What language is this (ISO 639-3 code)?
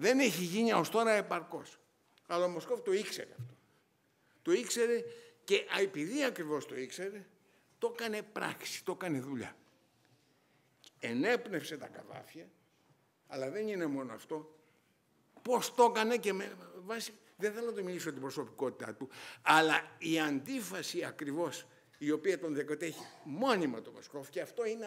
ell